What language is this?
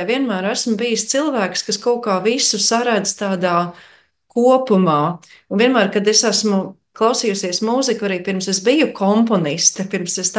Latvian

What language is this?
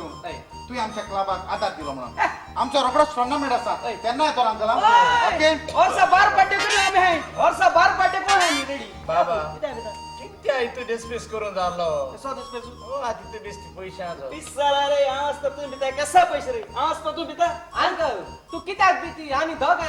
Konkani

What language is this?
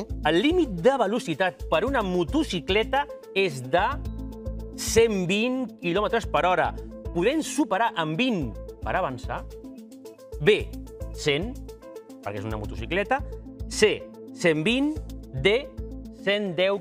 Catalan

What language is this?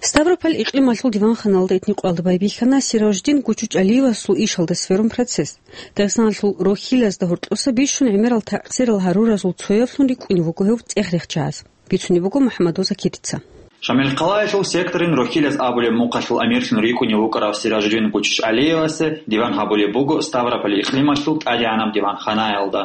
Avaric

